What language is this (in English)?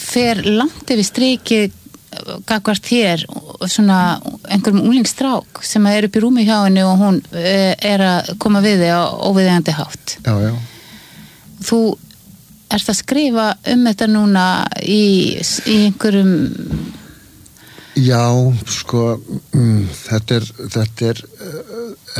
Icelandic